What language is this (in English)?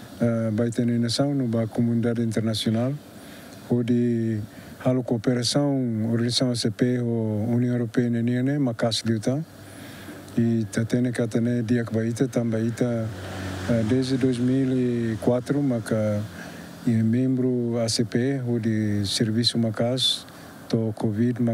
Tetum